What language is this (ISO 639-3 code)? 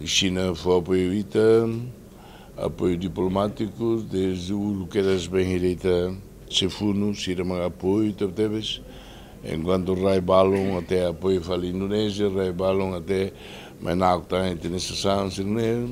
tet